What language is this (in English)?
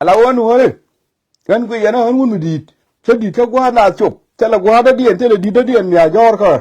Nuer